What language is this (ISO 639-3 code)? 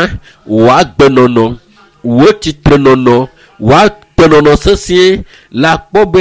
ewe